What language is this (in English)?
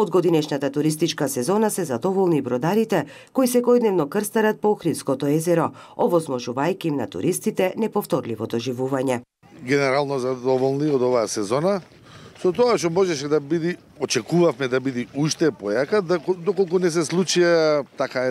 Macedonian